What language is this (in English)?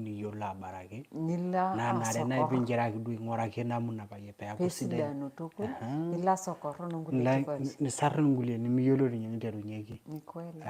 Masai